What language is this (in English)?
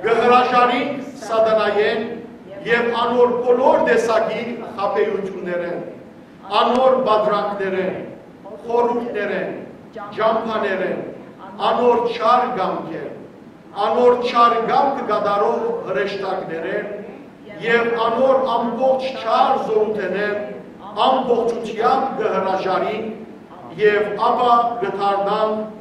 Western Armenian